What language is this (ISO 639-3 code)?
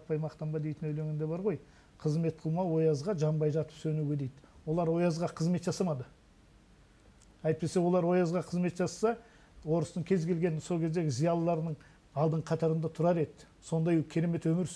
kaz